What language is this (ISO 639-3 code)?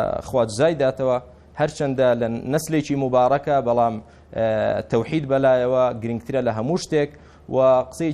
ckb